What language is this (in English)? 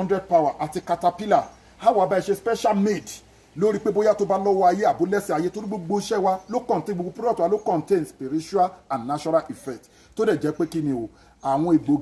Yoruba